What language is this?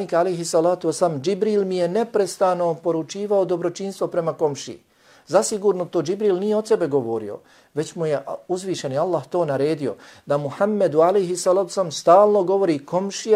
Bosnian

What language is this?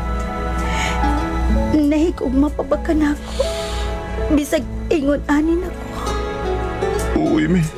Cebuano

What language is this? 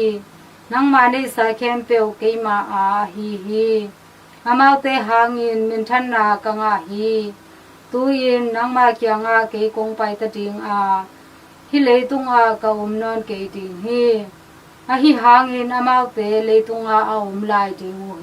Tedim Chin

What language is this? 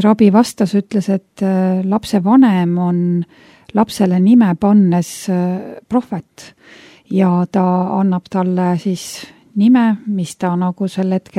Estonian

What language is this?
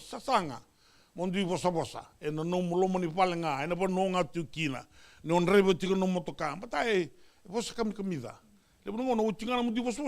Fijian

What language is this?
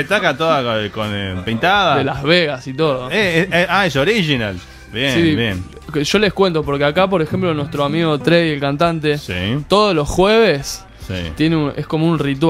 Spanish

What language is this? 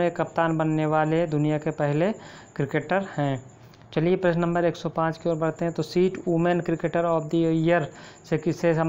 Hindi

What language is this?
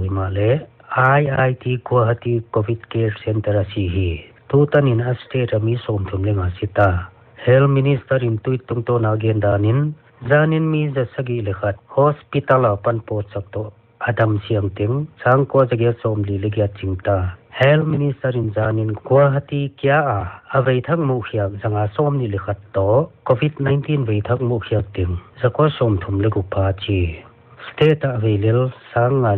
Paite Chin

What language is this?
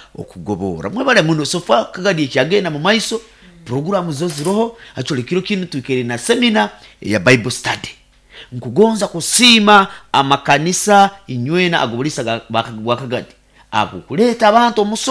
Nyoro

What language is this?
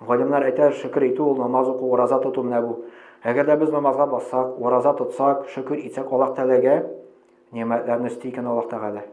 Tatar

